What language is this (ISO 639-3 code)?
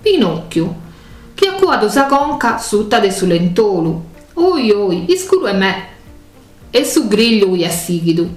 srd